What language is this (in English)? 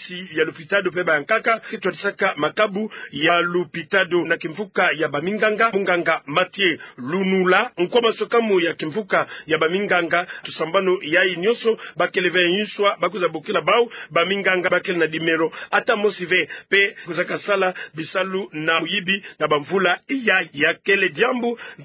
Kituba (Democratic Republic of Congo)